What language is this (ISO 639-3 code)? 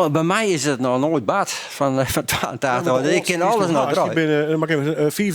fry